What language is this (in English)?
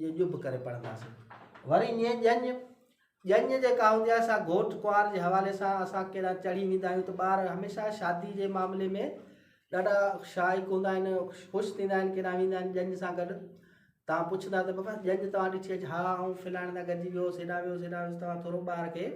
Sindhi